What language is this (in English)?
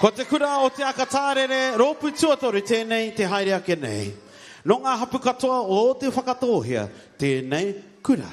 Māori